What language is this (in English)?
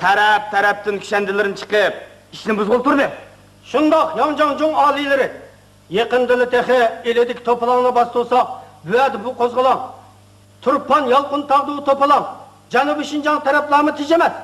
Uyghur